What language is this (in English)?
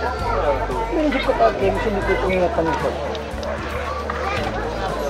Indonesian